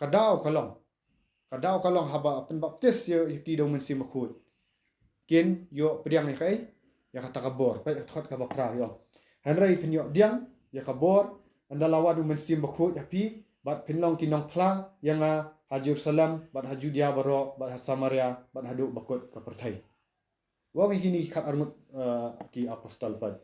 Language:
Khasi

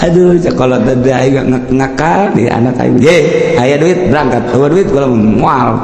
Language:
Sundanese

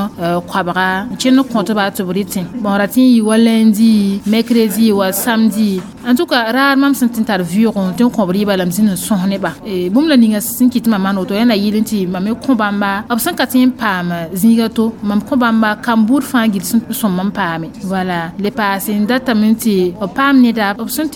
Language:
Mossi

